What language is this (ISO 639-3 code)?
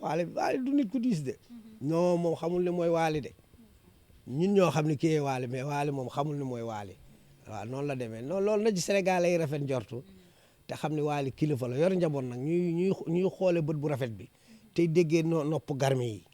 wol